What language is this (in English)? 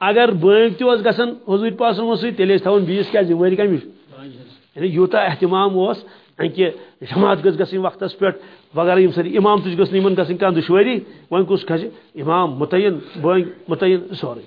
Kashmiri